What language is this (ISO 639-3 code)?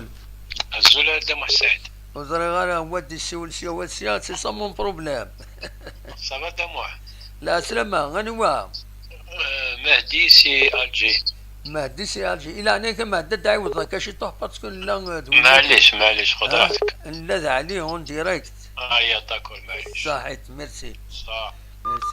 kab